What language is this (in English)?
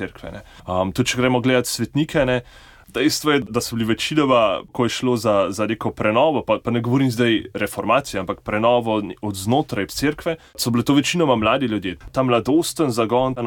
Slovenian